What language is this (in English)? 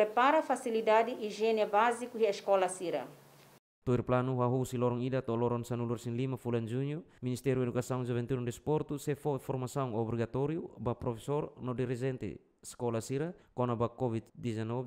Tetum